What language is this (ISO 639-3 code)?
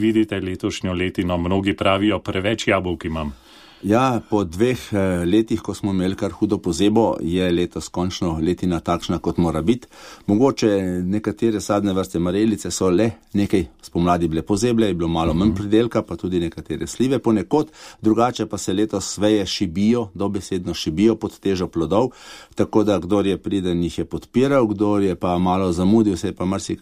slv